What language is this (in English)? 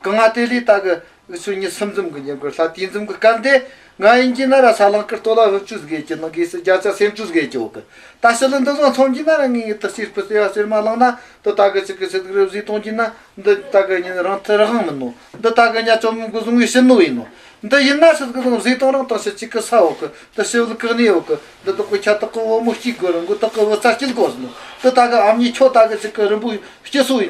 Tibetan